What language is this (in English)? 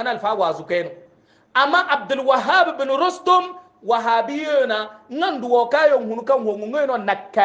Hausa